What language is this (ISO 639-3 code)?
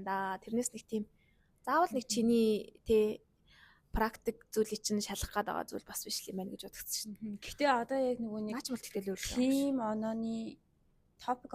mon